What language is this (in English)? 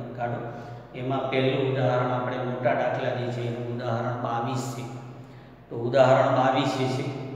Gujarati